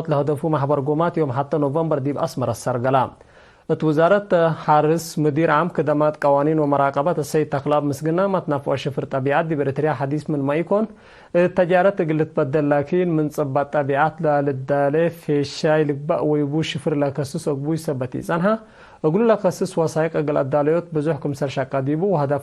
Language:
Tigre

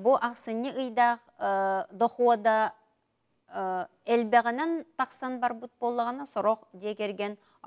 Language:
Yakut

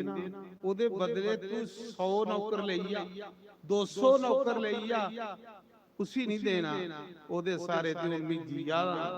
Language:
Dogri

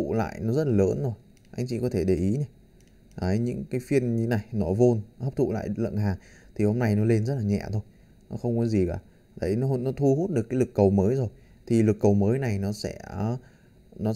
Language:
Vietnamese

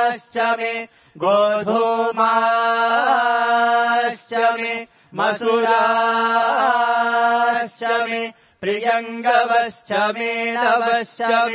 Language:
Sanskrit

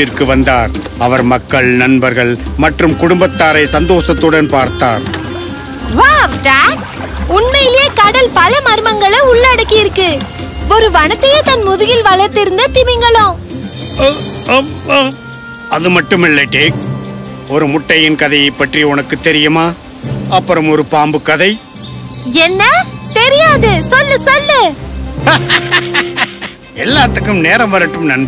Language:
Tamil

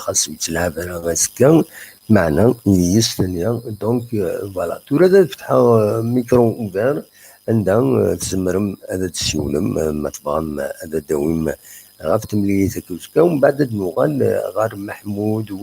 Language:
Kabyle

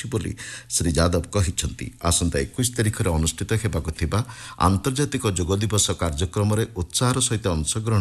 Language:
Odia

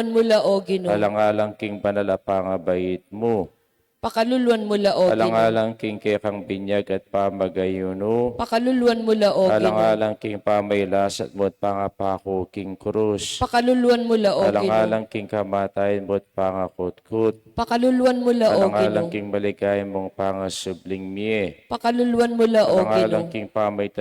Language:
Pampanga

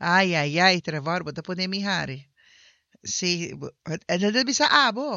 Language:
Papiamento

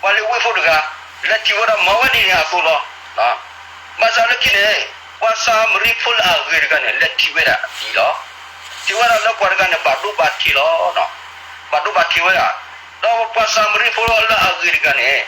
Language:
S'gaw Karen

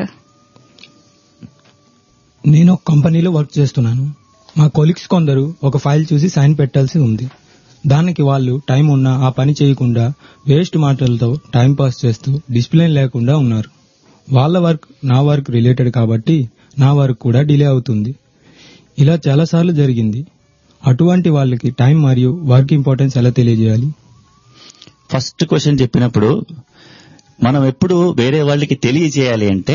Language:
Telugu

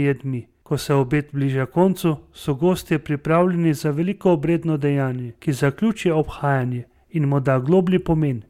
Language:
Slovenian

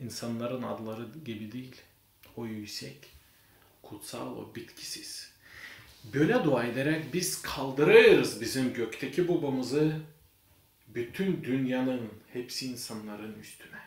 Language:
Gagauz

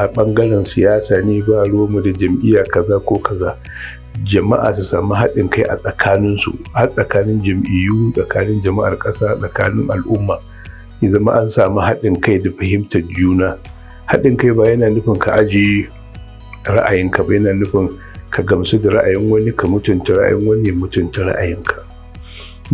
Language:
Hausa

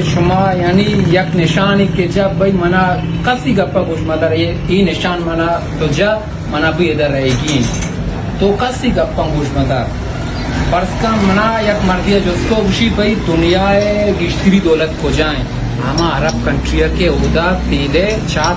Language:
Baluchi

